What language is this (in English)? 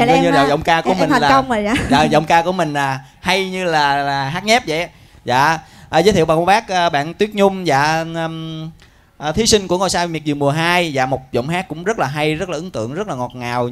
Vietnamese